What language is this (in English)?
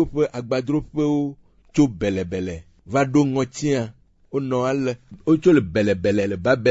Ewe